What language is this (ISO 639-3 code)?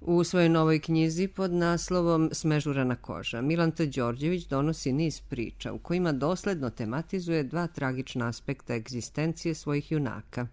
srp